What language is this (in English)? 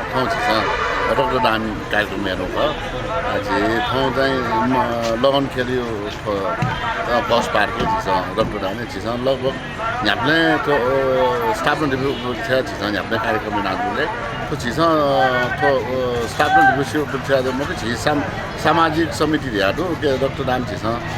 Newari